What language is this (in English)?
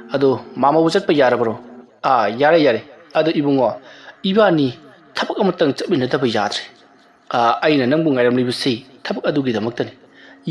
Manipuri